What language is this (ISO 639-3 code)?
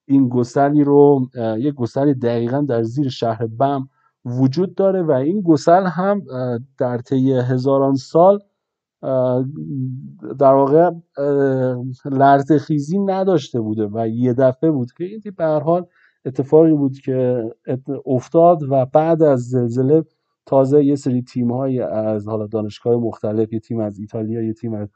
fas